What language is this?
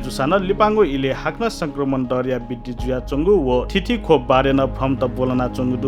Newari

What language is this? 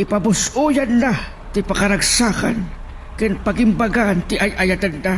Iloko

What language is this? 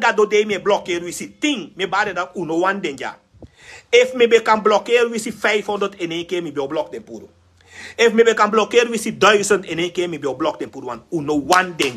Sranan Tongo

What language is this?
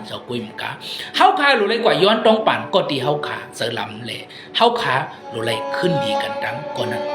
Shan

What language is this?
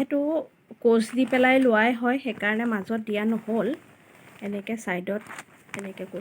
Assamese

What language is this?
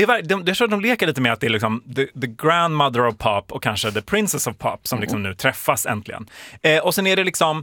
Swedish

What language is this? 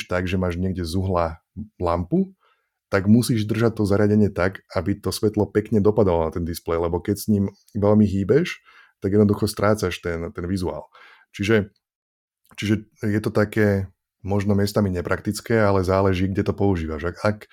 Slovak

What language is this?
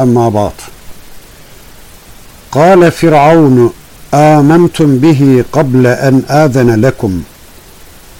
Turkish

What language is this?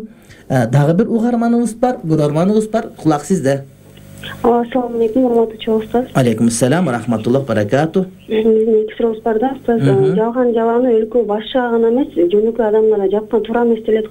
Kyrgyz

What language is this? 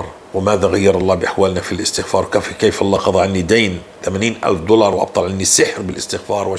North Levantine Arabic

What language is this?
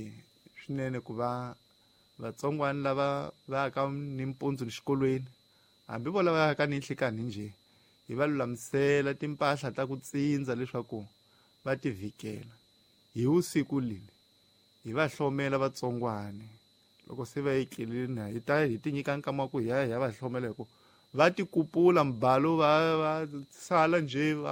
Tsonga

